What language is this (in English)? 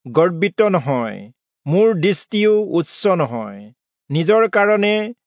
Assamese